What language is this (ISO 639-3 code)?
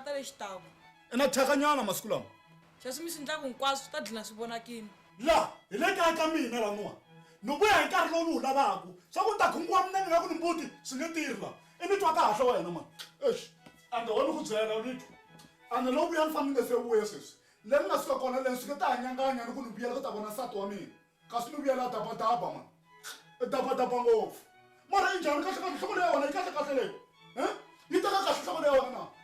tso